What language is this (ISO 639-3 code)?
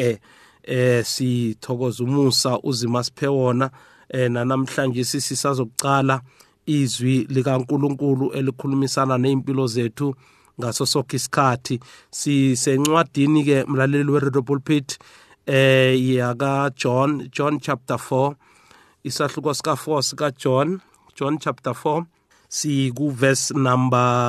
nbl